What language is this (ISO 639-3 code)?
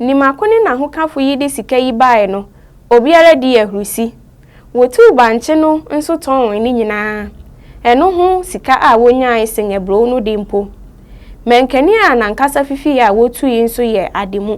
aka